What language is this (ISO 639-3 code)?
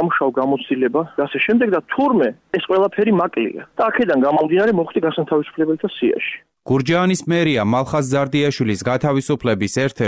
kat